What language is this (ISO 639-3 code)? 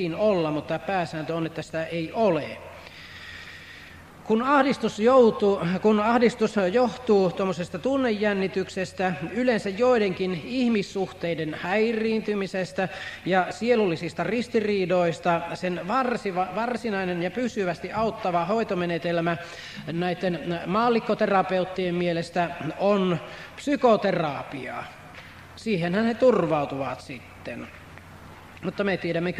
fin